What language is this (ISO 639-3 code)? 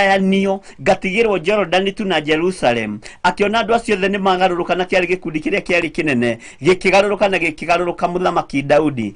kik